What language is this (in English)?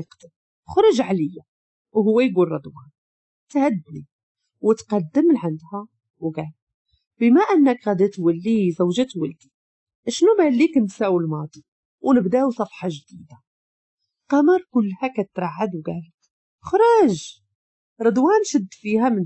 Moroccan Arabic